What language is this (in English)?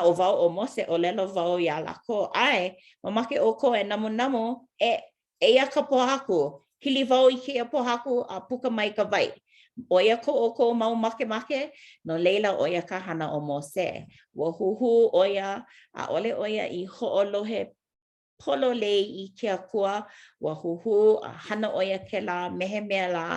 Hawaiian